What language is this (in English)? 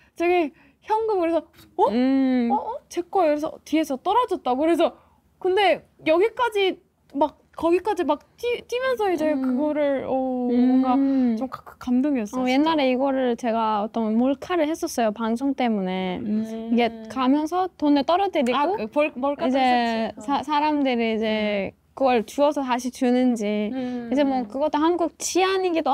Korean